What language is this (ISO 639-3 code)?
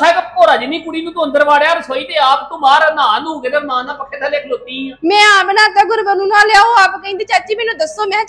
pan